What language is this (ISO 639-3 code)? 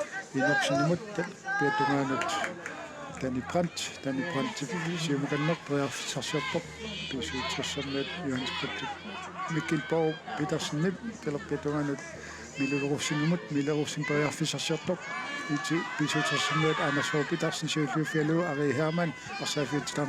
kal